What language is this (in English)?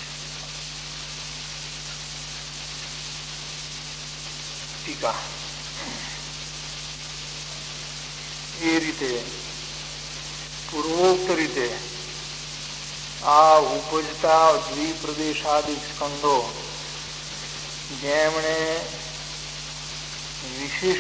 Gujarati